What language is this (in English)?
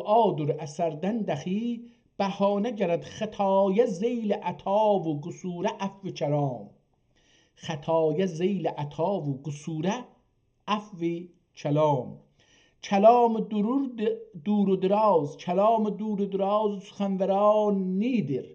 South Azerbaijani